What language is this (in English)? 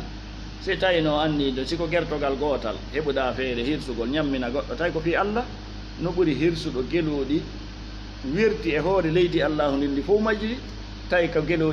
Fula